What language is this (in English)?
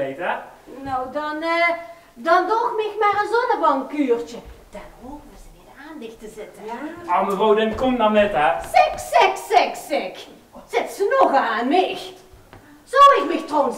Limburgish